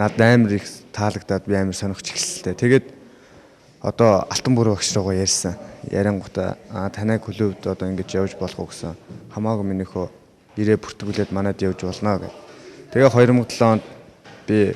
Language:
Mongolian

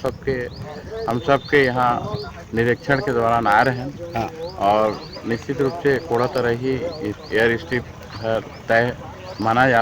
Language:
Chhattisgarhi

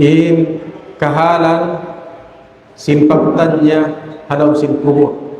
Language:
Tausug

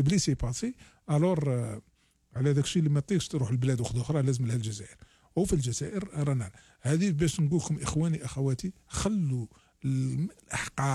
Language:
Algerian Arabic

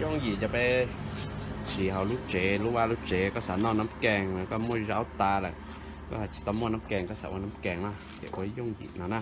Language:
Hmong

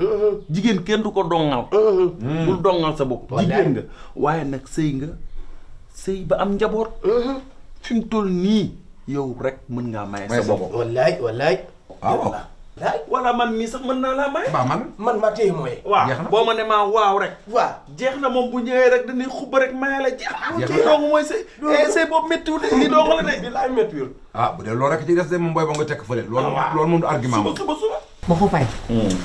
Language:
Wolof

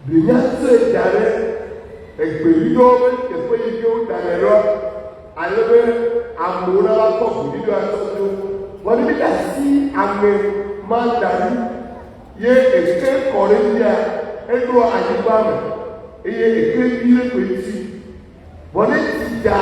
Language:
Ewe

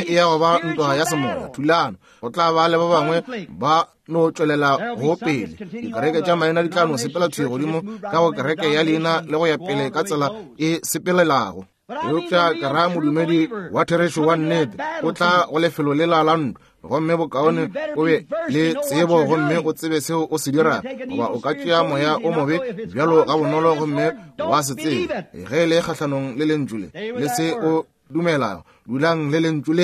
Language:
Northern Sotho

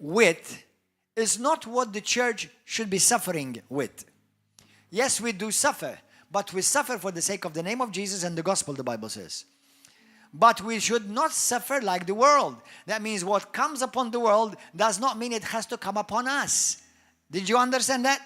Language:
English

